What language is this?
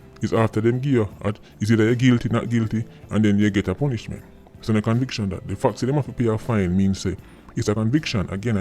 Jamaican Creole English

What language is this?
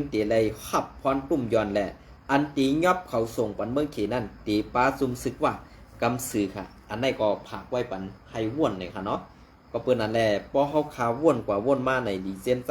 Shan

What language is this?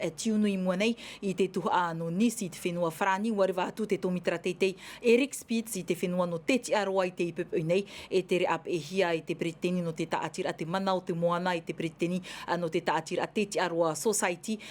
Tahitian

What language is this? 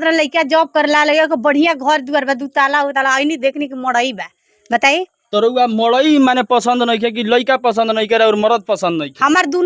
Bhojpuri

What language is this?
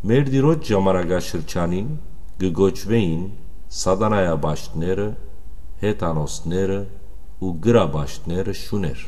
Western Armenian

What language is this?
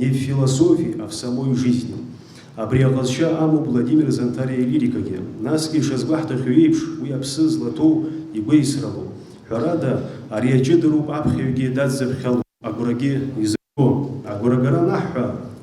Abkhazian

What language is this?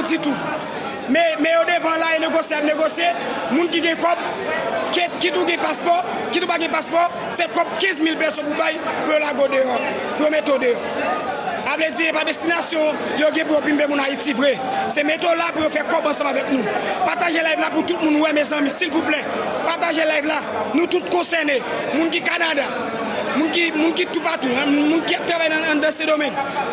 Haitian Creole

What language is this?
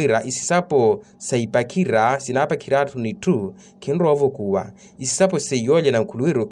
Makhuwa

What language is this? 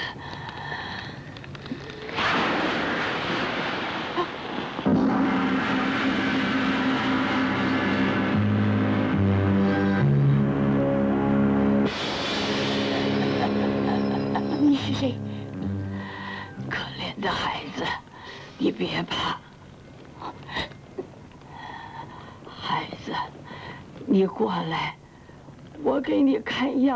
Chinese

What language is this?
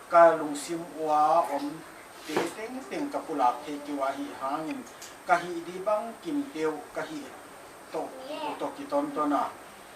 Paite Chin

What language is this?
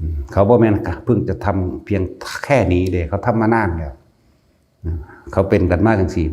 Northeastern Thai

